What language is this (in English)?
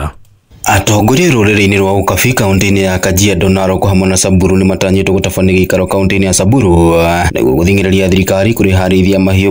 Kikuyu